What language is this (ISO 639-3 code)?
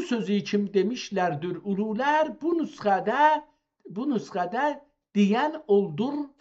azb